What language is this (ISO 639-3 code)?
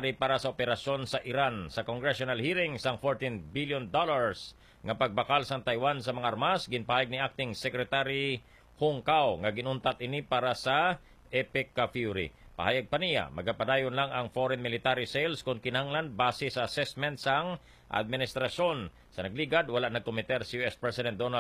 hil